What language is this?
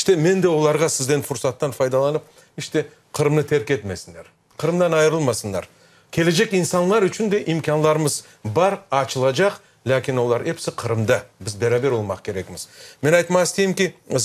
Crimean Tatar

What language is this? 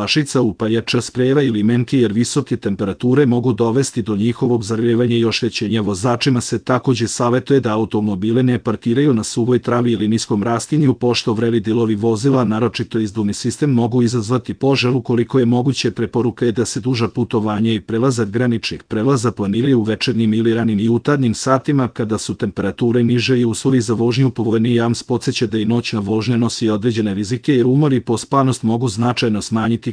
Serbian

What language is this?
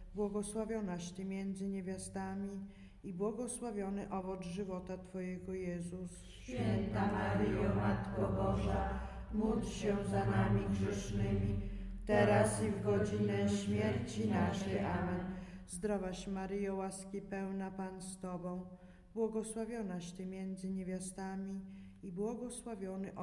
Polish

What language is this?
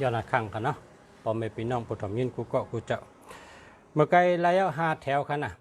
Shan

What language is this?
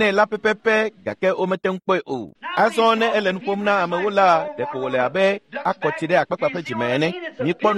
Ewe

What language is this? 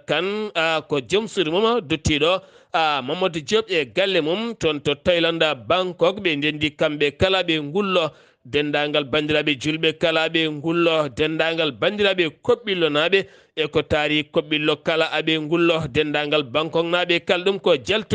Fula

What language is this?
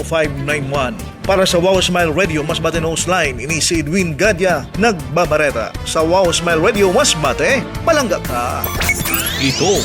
Masbatenyo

